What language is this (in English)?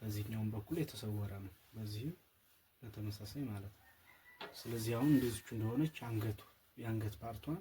Amharic